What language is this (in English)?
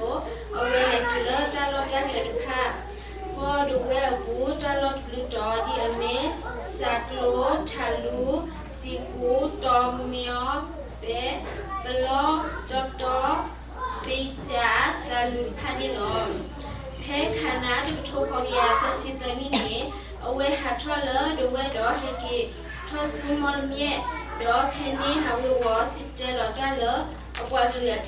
S'gaw Karen